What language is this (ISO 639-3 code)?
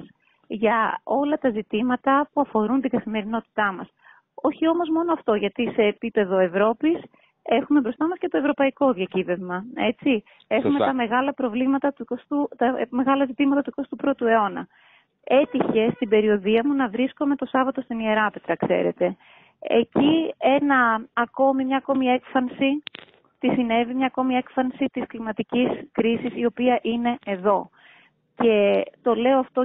ell